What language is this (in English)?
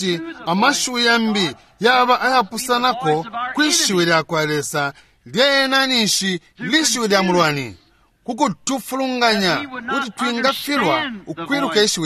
Bemba